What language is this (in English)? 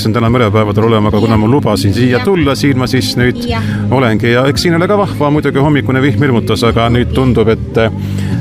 Estonian